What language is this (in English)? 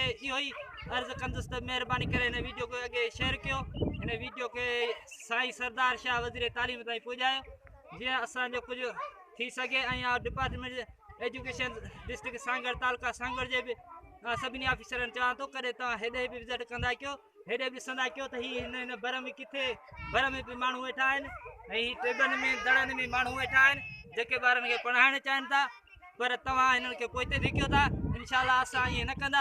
Sindhi